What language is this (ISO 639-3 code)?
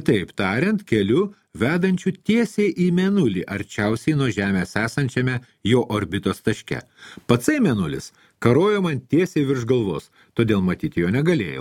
lit